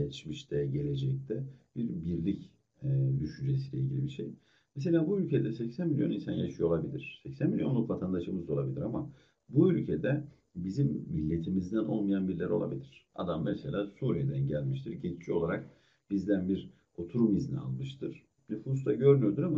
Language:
Turkish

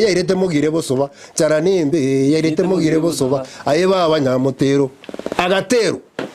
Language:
Gusii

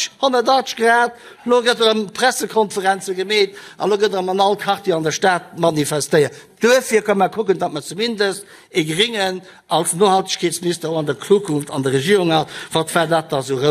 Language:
Luxembourgish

